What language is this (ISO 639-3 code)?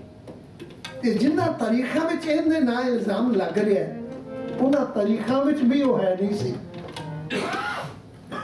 pan